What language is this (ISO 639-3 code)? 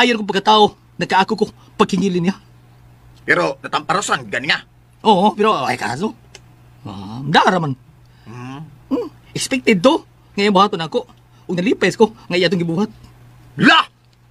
ceb